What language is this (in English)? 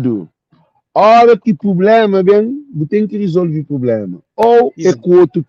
Kabuverdianu